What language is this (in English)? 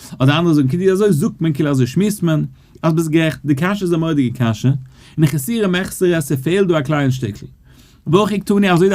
Yiddish